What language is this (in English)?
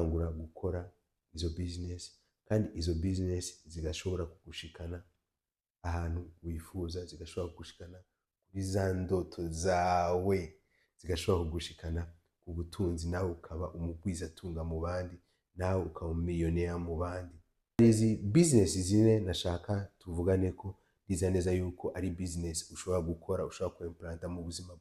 Rundi